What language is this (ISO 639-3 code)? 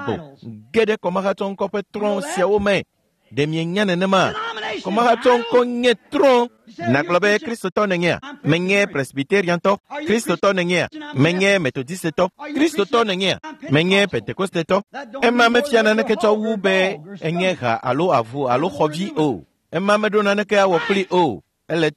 ewe